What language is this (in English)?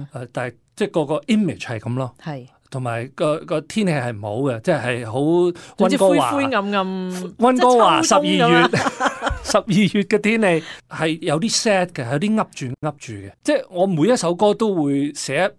Cantonese